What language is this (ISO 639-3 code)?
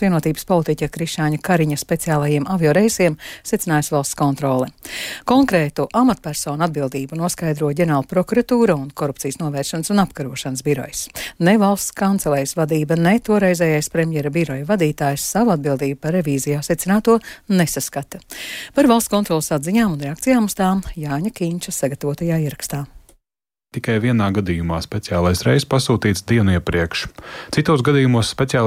lav